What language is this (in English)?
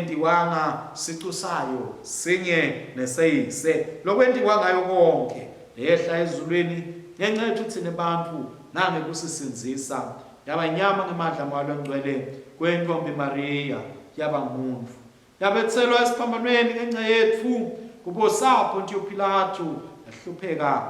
Swati